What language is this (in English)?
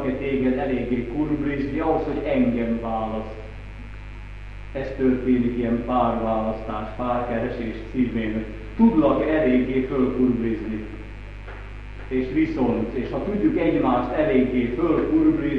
Hungarian